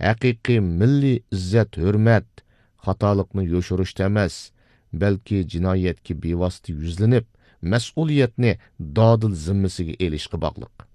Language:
Uyghur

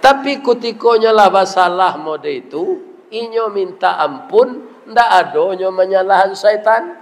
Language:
Minangkabau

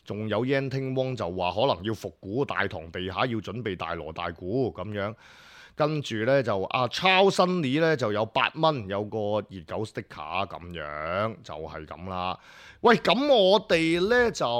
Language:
Cantonese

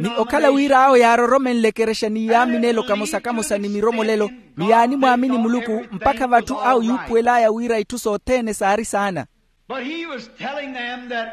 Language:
Makhuwa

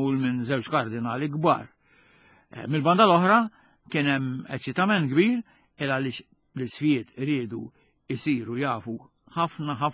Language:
Maltese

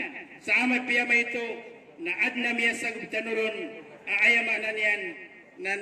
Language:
Maranao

